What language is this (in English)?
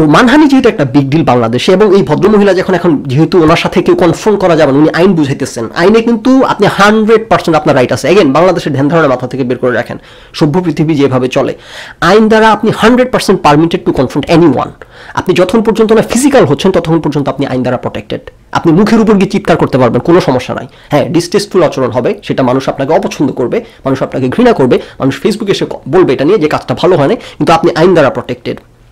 Bangla